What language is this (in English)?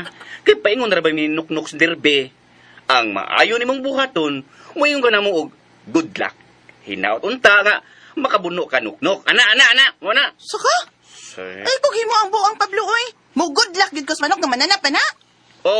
Cebuano